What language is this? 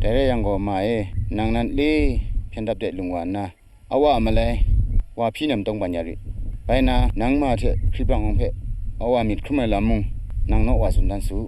Kachin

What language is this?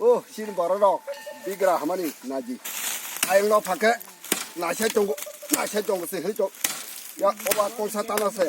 Kok Borok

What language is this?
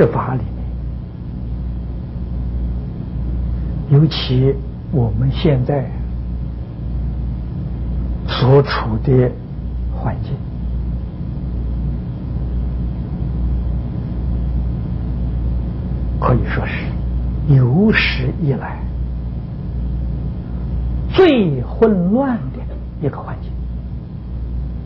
Chinese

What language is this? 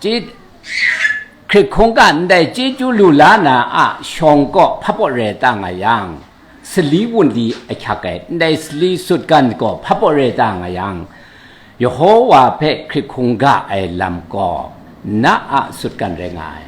Kachin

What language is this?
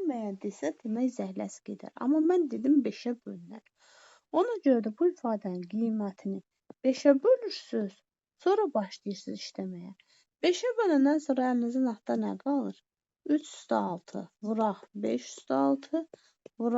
Azerbaijani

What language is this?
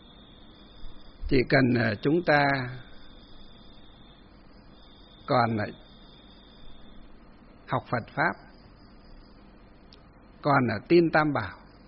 Vietnamese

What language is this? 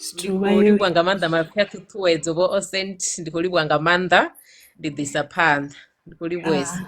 Venda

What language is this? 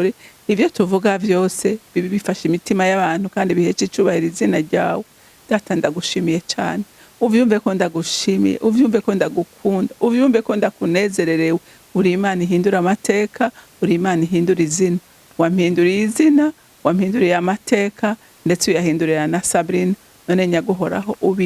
Rundi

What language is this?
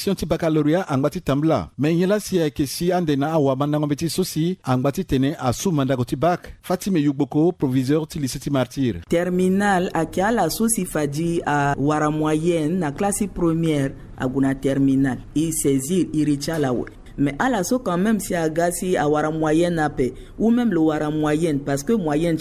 Sango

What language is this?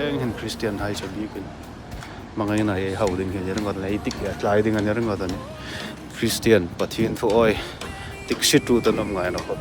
Hmar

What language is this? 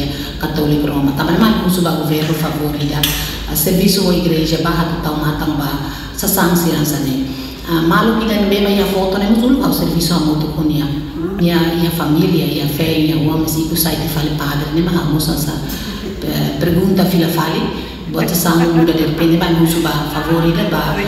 Tetum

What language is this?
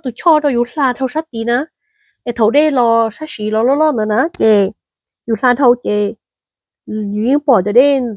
Hmong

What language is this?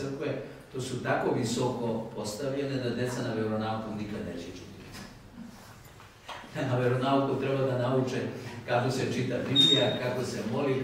Serbian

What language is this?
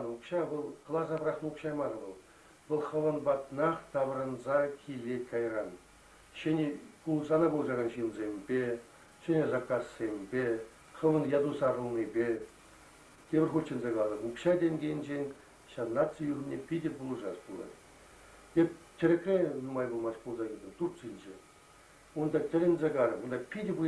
Chuvash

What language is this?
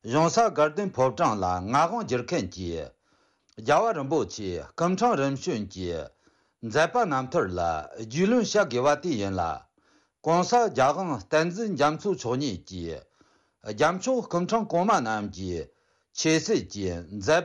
Tibetan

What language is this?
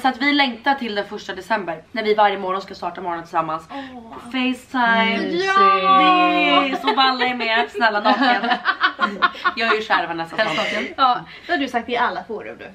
Swedish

